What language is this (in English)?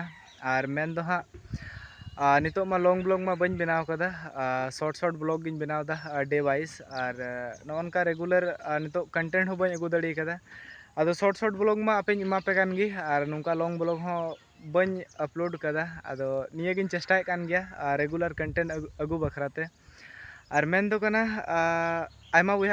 Santali